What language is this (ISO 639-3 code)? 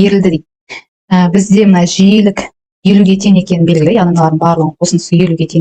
kaz